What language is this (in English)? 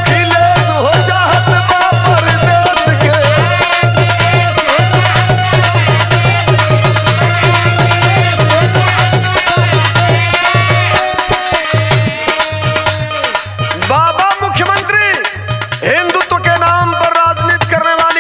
Bhojpuri